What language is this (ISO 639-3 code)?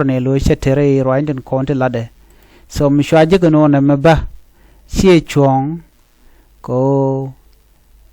nus